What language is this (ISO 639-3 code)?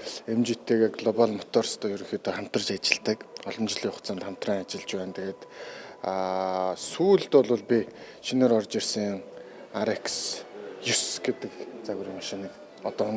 mon